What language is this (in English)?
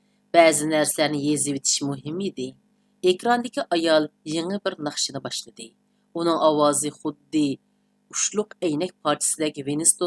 Uyghur